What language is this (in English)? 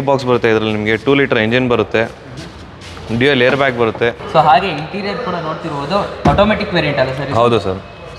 Kannada